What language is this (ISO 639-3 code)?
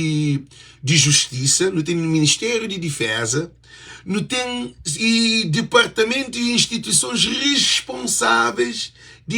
kea